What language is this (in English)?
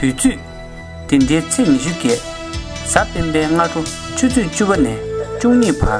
Tibetan